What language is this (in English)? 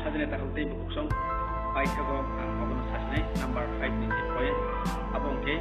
Kok Borok